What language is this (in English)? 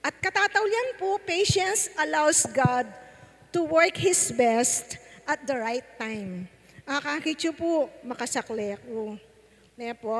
Pampanga